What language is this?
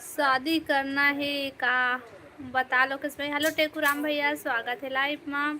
Chhattisgarhi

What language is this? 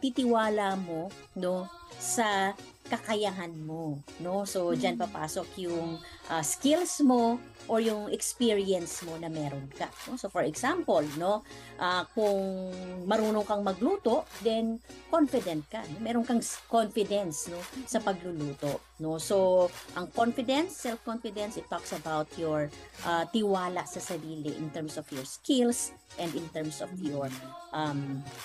Filipino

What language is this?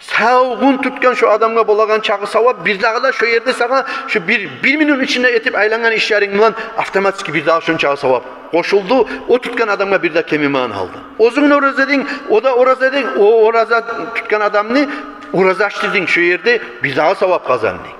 Kumyk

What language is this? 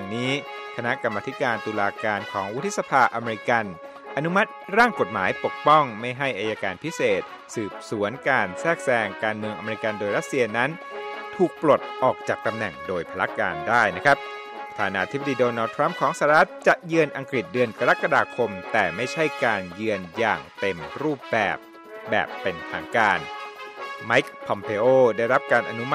Thai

